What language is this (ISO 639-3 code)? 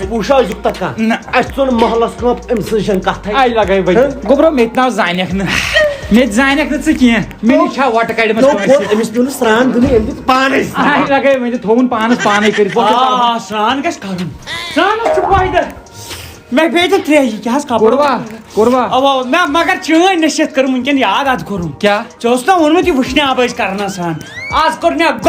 kas